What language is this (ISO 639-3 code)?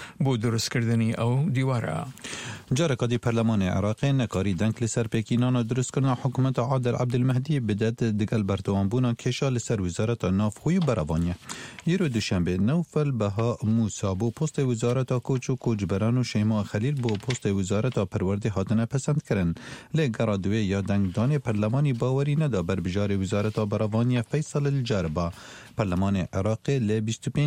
ckb